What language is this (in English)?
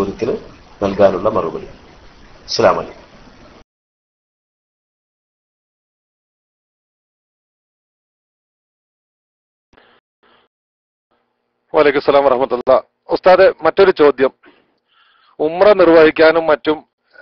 Malayalam